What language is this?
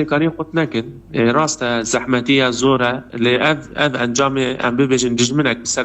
Kurdish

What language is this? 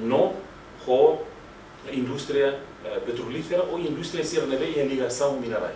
Tetum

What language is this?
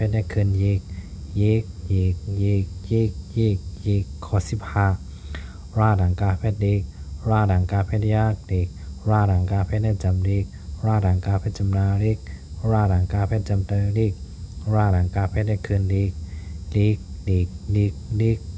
Shan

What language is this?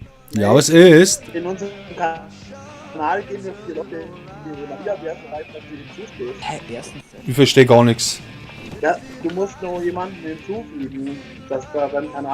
Bavarian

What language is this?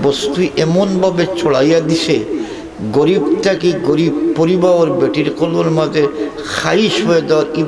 Sylheti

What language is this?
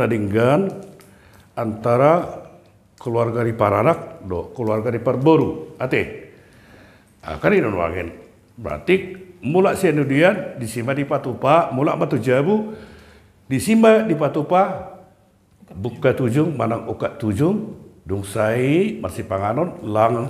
Batak Toba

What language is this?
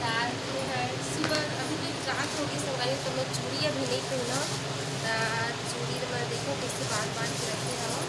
Chhattisgarhi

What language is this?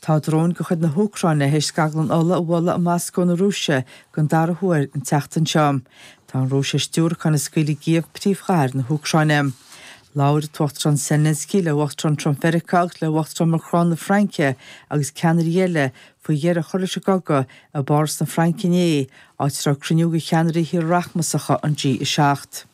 Irish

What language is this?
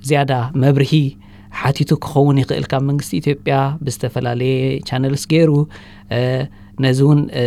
Tigrinya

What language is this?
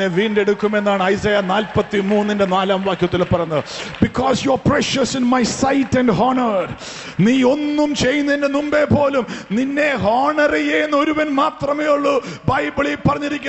Malayalam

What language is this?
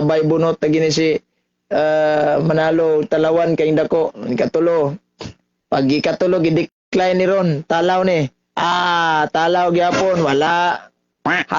Cebuano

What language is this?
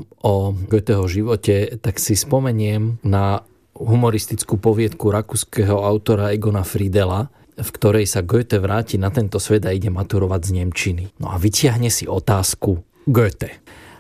Slovak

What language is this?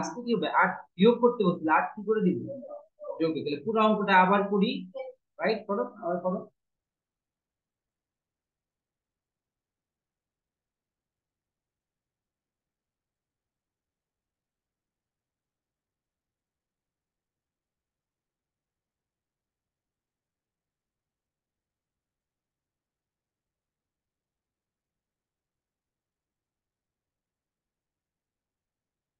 Bangla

